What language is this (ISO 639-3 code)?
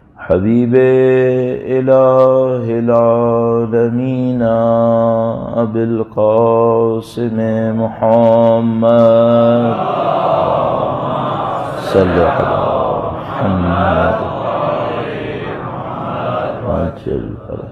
urd